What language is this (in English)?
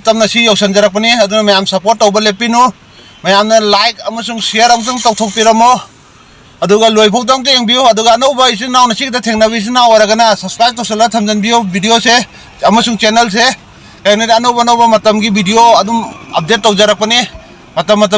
Manipuri